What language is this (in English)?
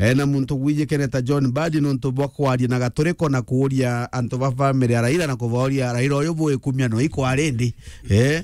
Meru